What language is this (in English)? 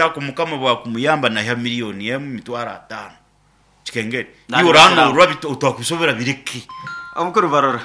Nyankole